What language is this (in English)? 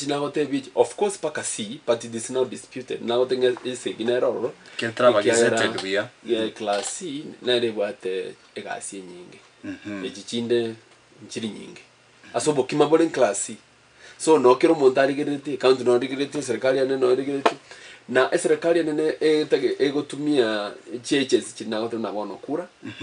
Gusii